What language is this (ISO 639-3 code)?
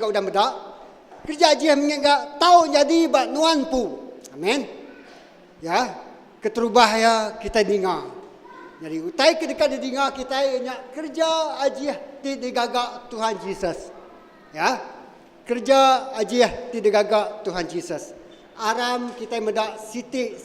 iba